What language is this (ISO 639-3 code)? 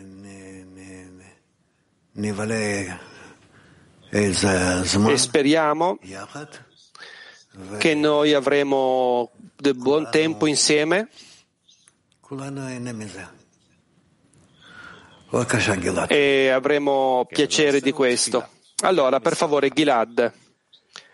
ita